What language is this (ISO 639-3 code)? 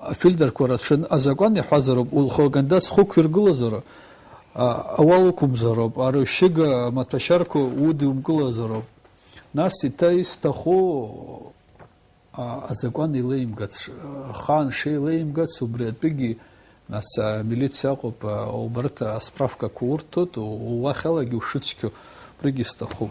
abk